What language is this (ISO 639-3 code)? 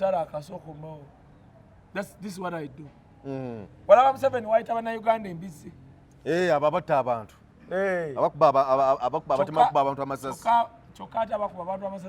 lug